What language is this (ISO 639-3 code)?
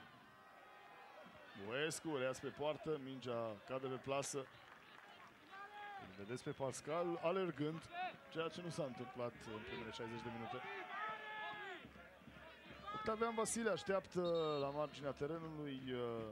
ron